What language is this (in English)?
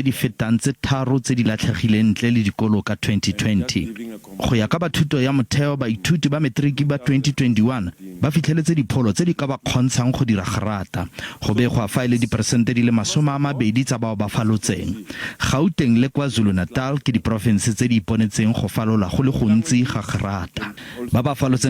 Tswana